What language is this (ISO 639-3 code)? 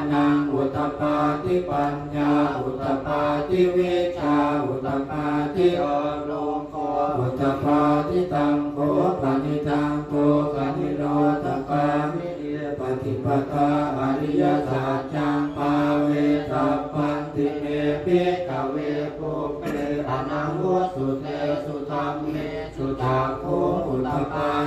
pli